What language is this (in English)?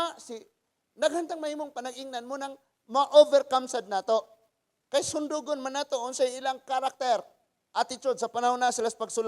Cebuano